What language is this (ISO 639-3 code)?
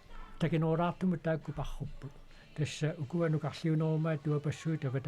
kal